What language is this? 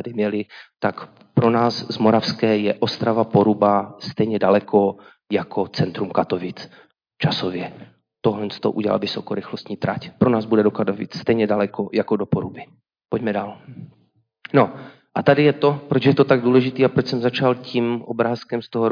Czech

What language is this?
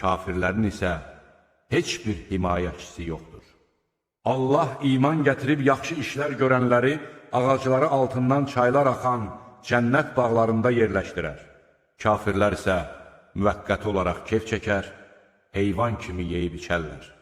Azerbaijani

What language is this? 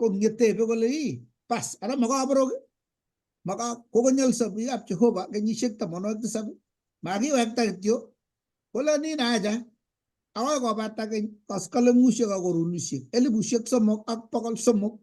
Kalenjin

